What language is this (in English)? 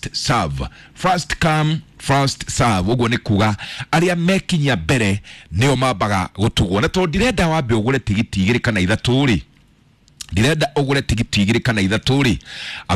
Kikuyu